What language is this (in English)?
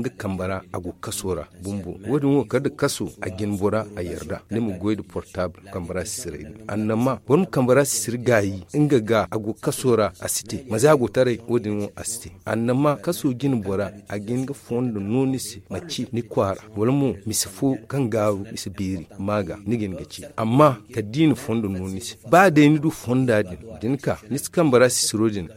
Zarma